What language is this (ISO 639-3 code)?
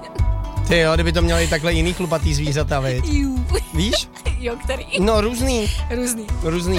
ces